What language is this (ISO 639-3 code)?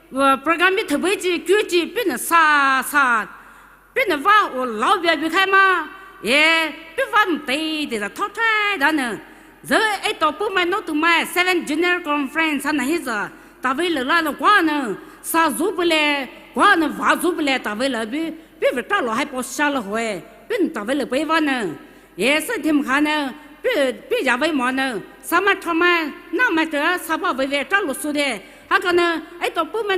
pmx